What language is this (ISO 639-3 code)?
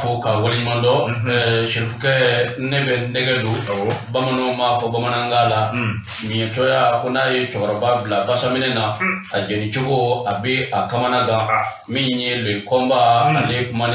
bam